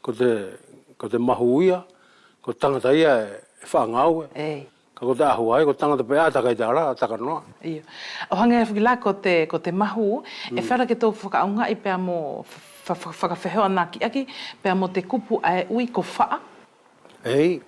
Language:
Wallisian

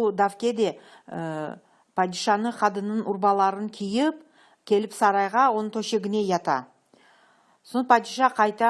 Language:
Crimean Tatar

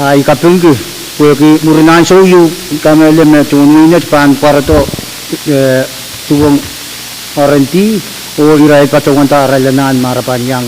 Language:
Pohnpeian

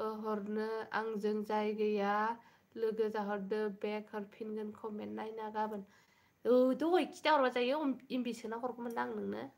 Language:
Bodo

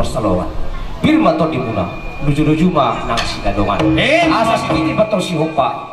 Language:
Batak Toba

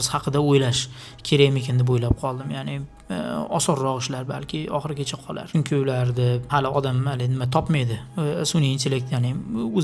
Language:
Uzbek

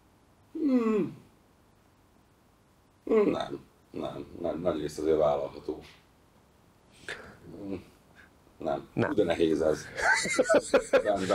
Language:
Hungarian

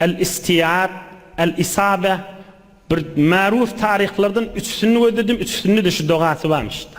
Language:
Turkmen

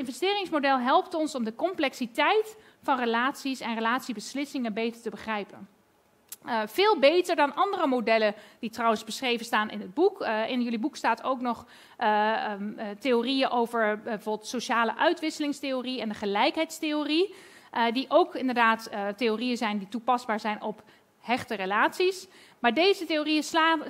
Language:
Dutch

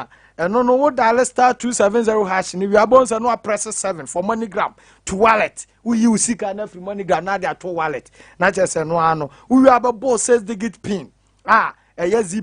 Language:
Akan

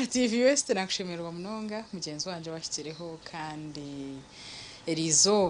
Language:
Nyankole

